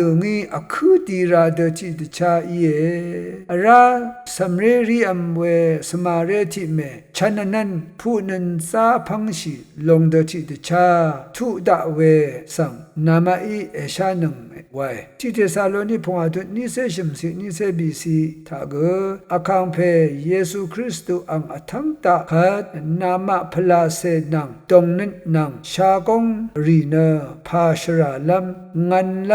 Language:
Rawang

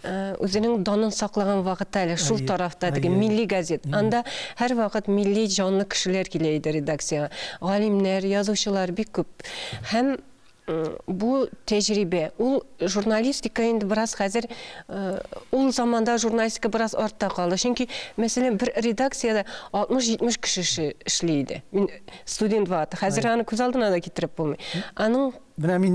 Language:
Tatar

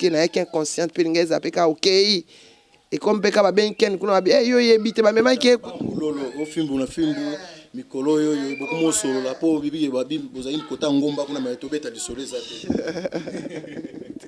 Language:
Lingala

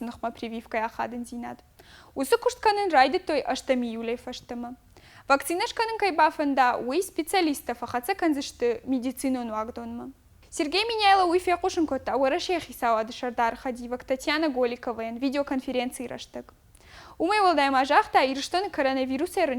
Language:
Ossetic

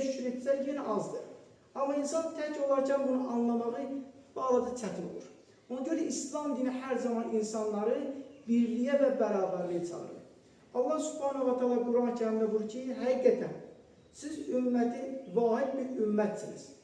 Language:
Azerbaijani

